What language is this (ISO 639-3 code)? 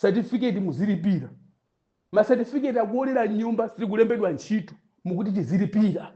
nya